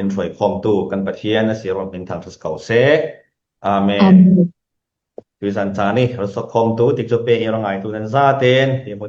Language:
Falam Chin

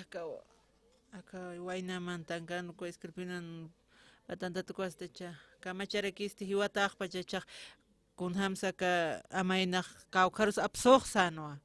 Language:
Aymara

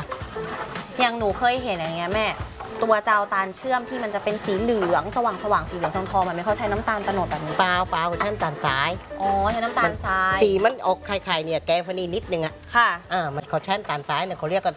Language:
Thai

